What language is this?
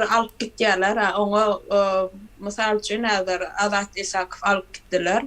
Turkmen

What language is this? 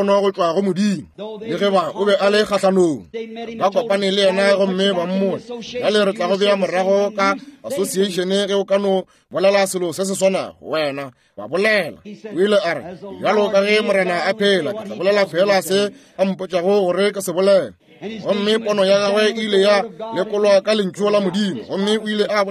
Northern Sotho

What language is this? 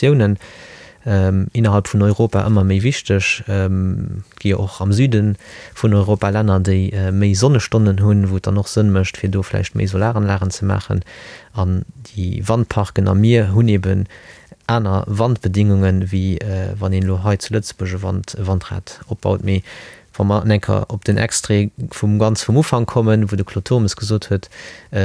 Luxembourgish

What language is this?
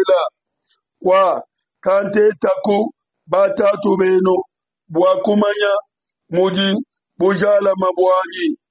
Luba-Lulua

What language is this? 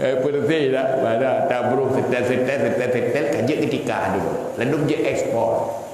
Achinese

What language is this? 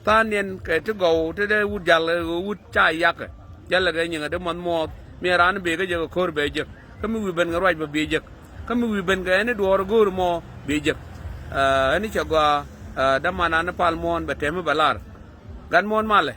Nuer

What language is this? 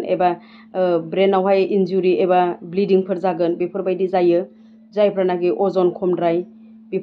Bodo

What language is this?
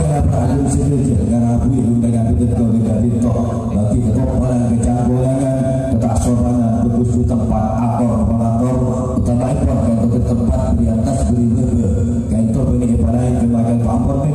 Madurese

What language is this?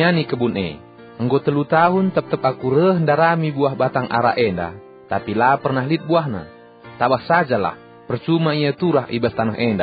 Batak Karo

